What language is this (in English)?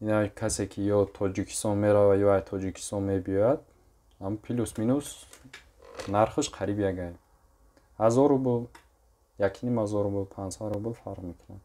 Tajik